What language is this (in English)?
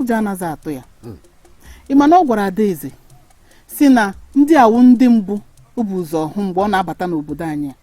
Igbo